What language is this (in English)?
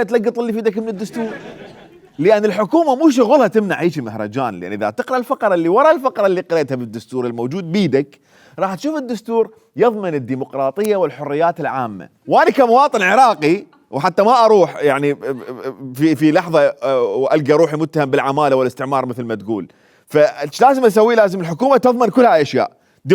Mesopotamian Arabic